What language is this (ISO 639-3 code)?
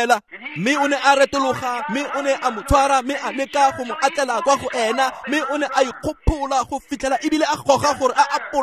tsn